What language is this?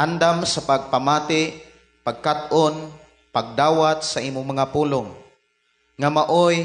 Cebuano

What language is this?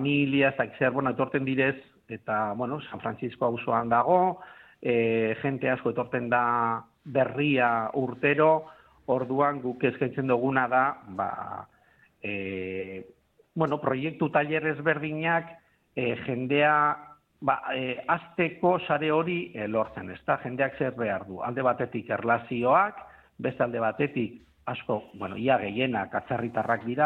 Basque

